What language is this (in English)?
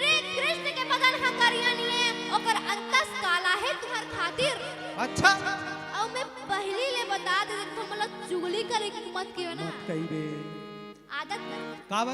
Chhattisgarhi